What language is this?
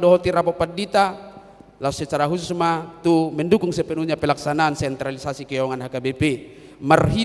Batak Toba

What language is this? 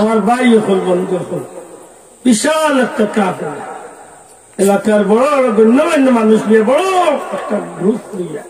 Sylheti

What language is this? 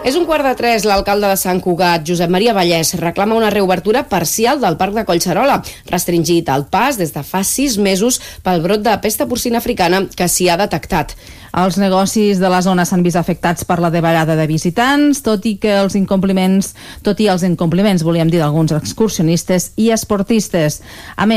Catalan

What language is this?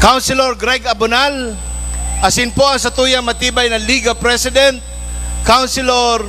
Bikol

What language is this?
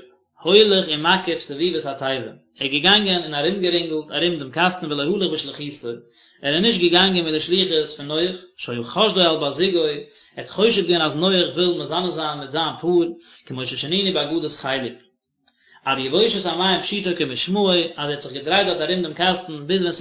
Yiddish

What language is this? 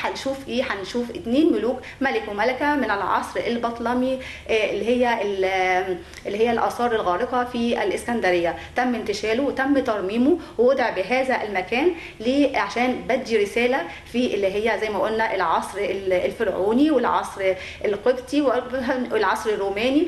Egyptian Arabic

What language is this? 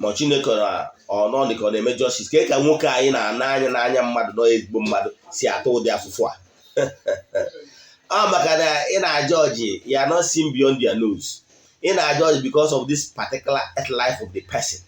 Igbo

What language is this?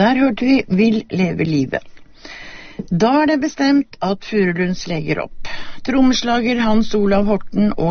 Norwegian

